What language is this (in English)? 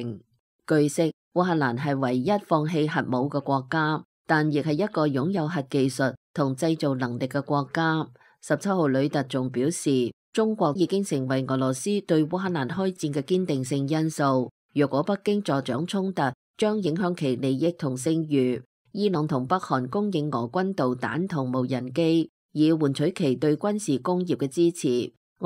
Cantonese